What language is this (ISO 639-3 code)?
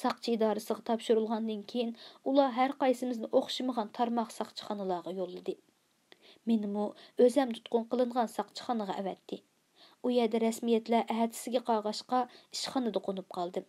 uig